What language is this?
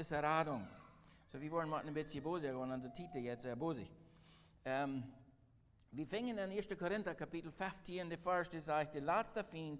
Plautdietsch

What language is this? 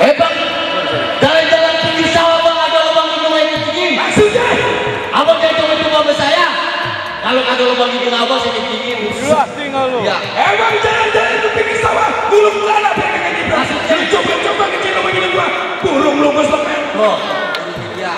Betawi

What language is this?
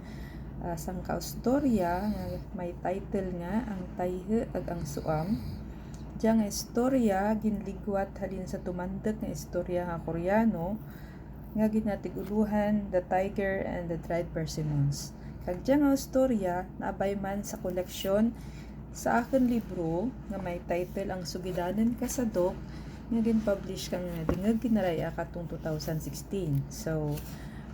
Kinaray-a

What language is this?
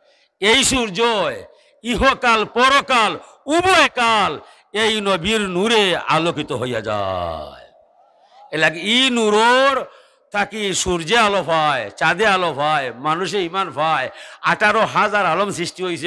Sylheti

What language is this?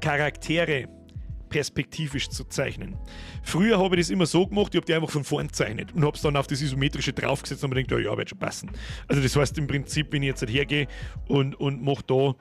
Bavarian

